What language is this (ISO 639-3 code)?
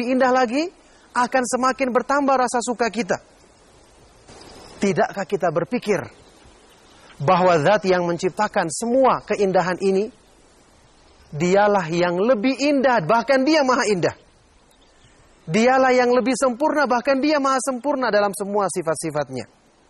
ind